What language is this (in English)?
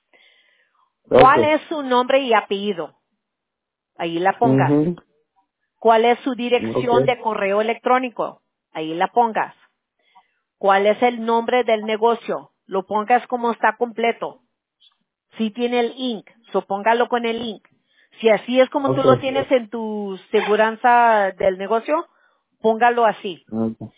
Spanish